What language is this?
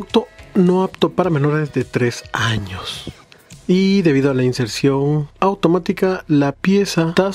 Spanish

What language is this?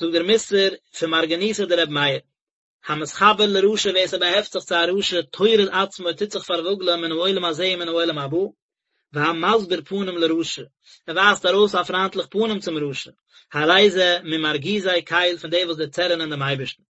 Yiddish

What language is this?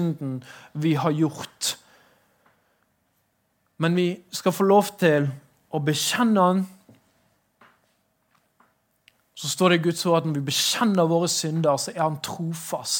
Norwegian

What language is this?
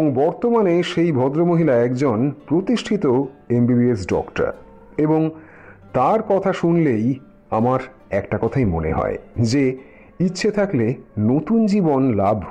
Bangla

